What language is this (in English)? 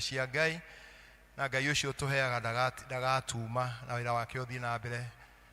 Kikuyu